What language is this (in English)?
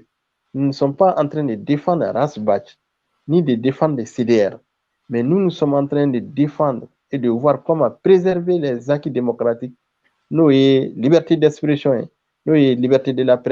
Bambara